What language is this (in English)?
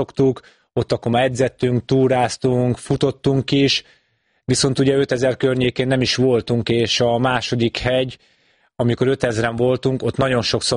Hungarian